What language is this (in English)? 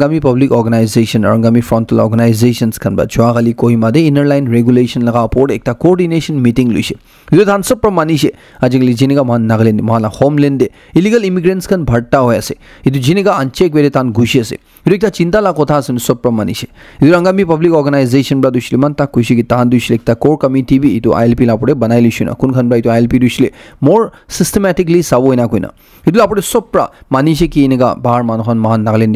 Naga Pidgin